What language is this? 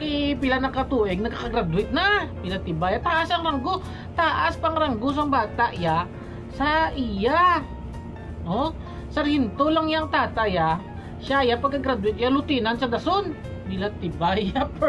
Hiligaynon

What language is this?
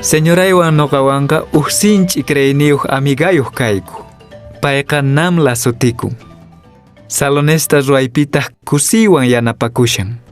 Quechua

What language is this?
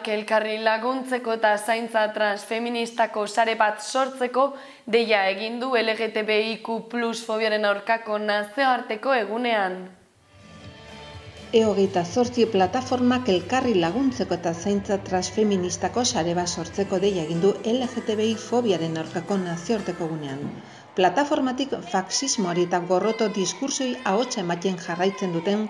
Basque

